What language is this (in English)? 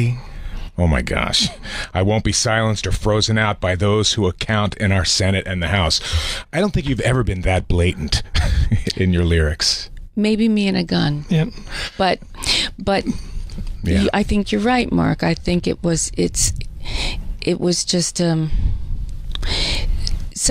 English